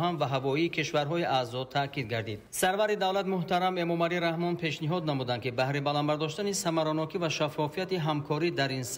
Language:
Tajik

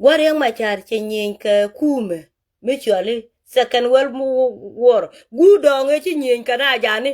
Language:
Nuer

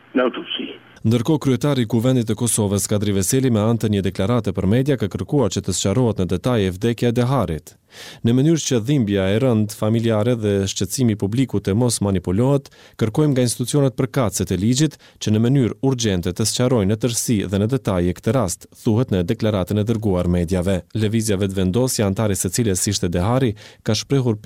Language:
Albanian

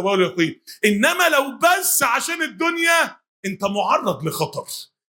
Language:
Egyptian Arabic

